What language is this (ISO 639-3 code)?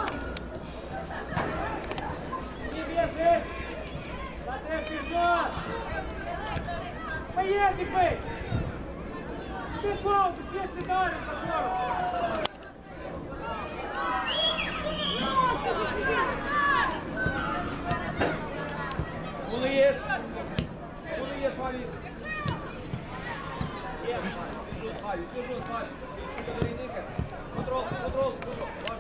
ron